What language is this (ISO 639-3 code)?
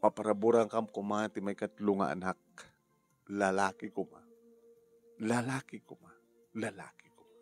ilo